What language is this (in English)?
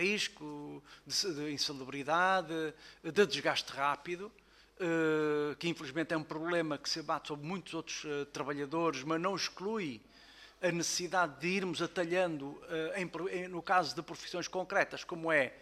Portuguese